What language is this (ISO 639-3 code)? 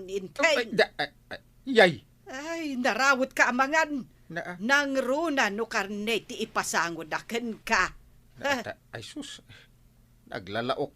ilo